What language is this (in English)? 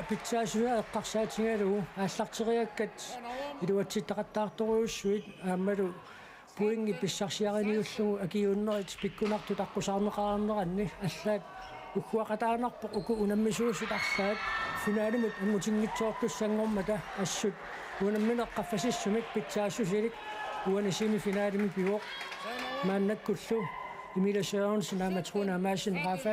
Kalaallisut